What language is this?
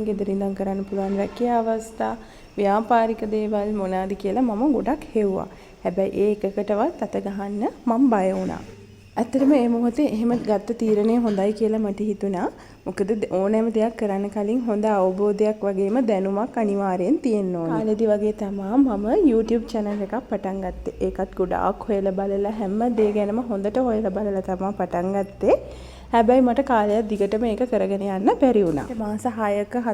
Sinhala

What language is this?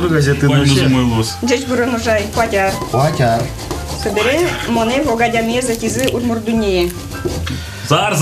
Udmurt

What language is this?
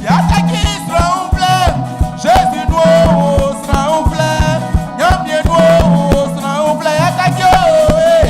Baoulé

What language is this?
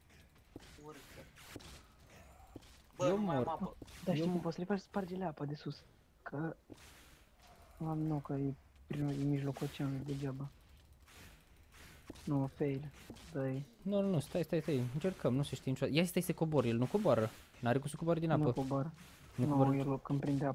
Romanian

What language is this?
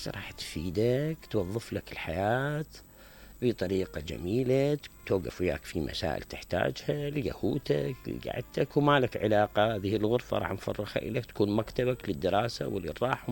Mesopotamian Arabic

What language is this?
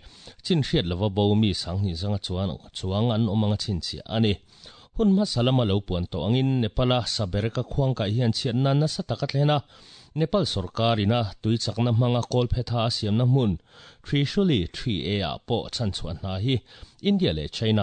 Mizo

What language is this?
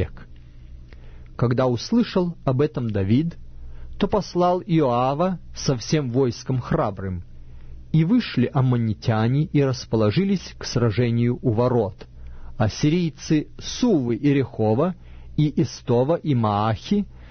Russian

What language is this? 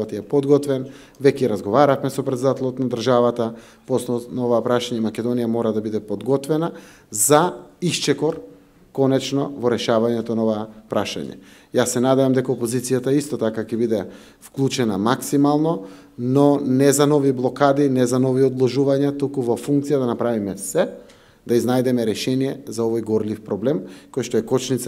Macedonian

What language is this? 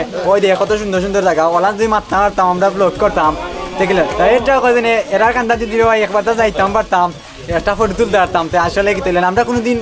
Sylheti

